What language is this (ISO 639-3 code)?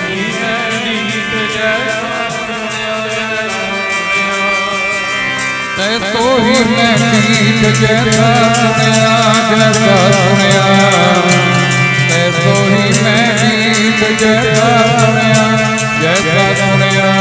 pan